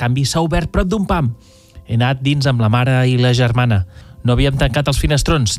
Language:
Catalan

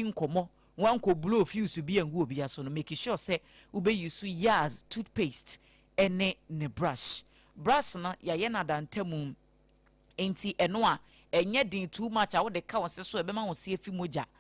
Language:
Akan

